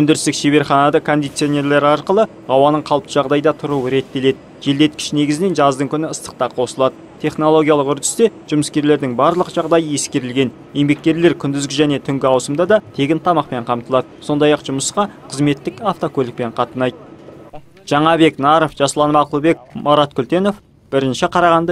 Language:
Kazakh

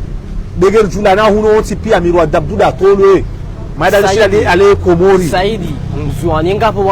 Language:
Ngazidja Comorian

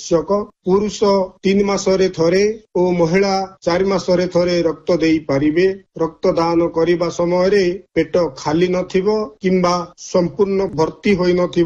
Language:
Odia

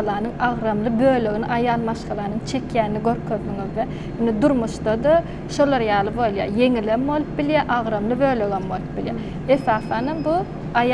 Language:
Turkmen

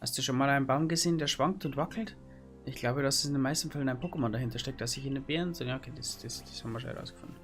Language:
Bavarian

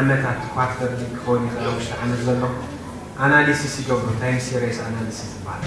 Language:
Tigrinya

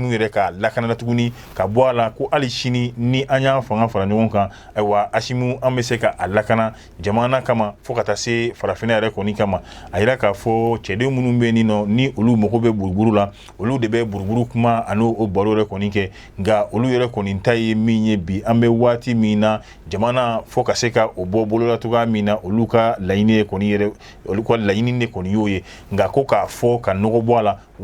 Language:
Bambara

